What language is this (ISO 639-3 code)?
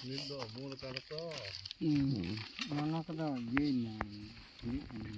sat